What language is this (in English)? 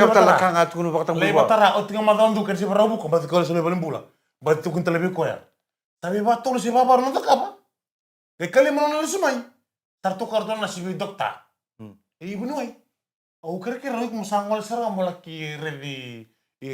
Fijian